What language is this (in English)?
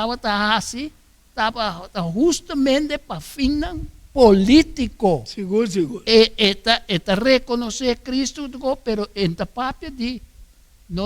Papiamento